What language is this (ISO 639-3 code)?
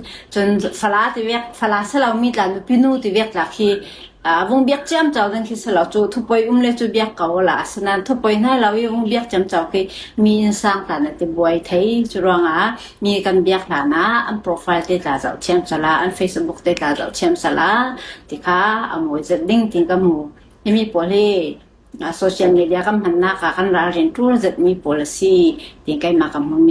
cfm